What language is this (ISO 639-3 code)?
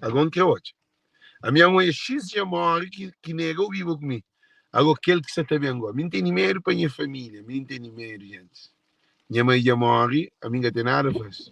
kea